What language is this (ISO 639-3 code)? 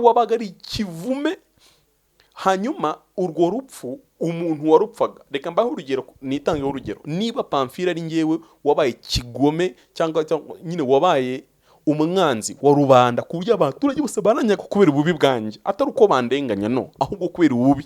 kin